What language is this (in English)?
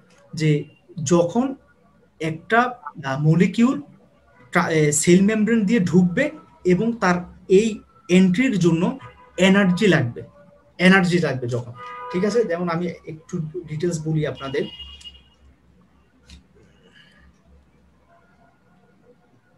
Bangla